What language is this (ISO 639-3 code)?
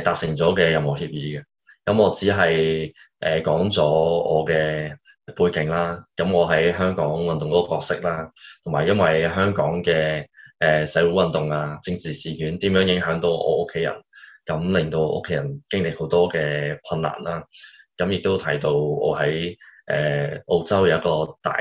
yue